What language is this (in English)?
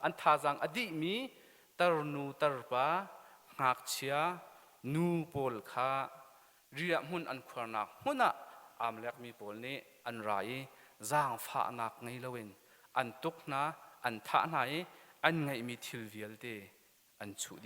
Hakha Chin